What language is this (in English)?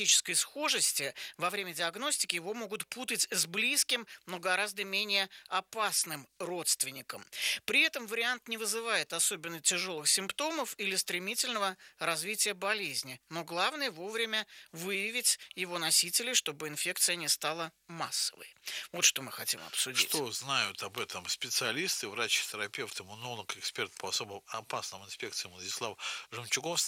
Russian